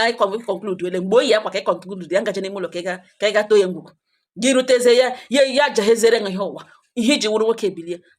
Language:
Igbo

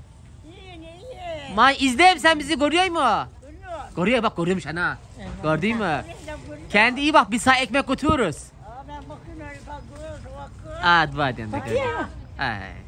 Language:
Turkish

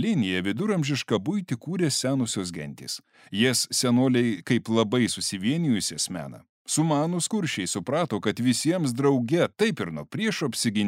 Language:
Lithuanian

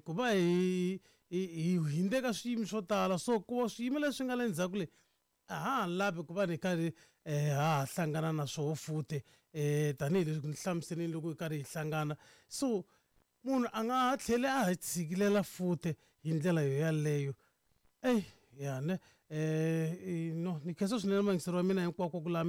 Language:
Tsonga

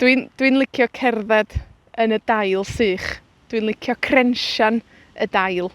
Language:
Welsh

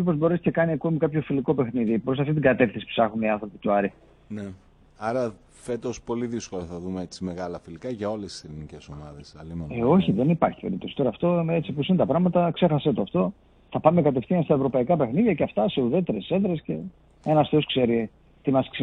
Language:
Greek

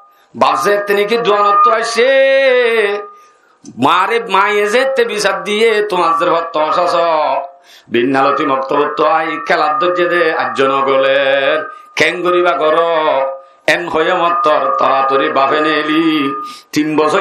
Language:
Rohingya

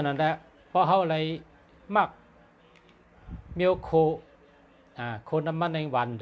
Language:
Shan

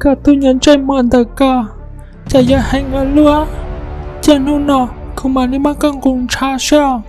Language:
Hmong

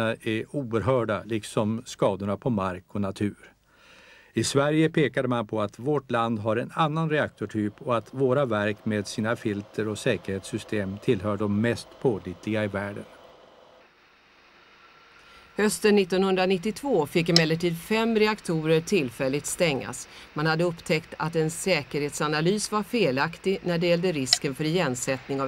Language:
Swedish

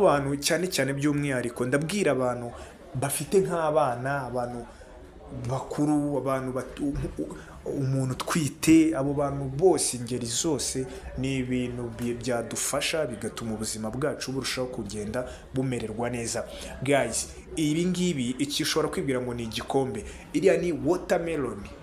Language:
Kinyarwanda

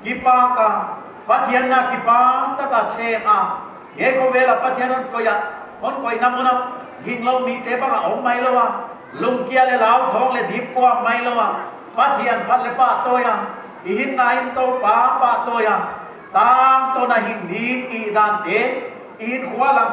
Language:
Paite Chin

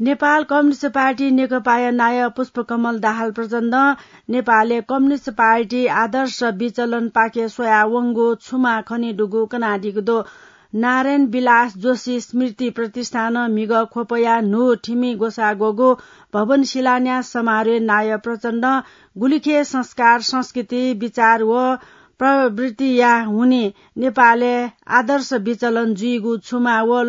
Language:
Newari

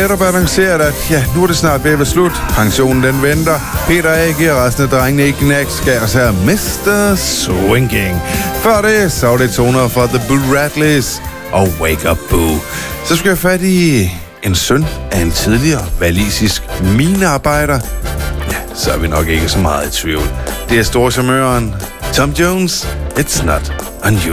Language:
Danish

